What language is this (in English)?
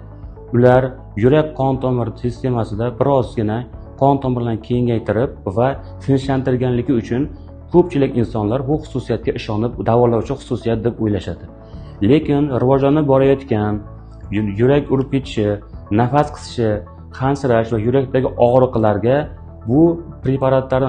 Uzbek